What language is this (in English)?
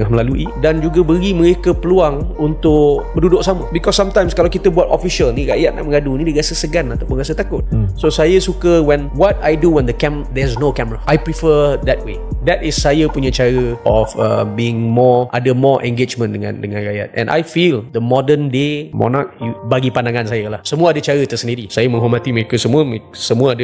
Malay